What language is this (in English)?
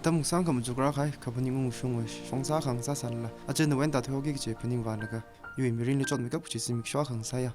Tangkhul Naga (India)